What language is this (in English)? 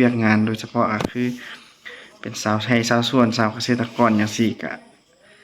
Lao